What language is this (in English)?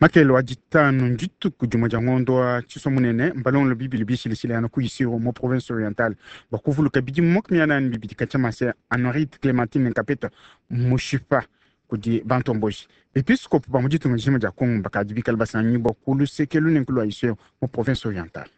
Luba-Lulua